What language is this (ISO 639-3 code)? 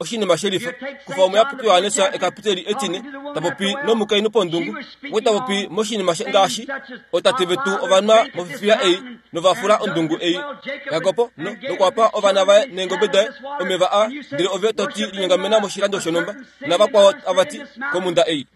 kua